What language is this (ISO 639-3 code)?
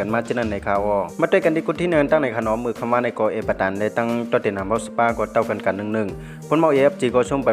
shn